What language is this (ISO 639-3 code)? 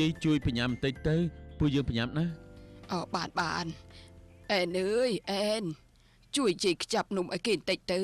khm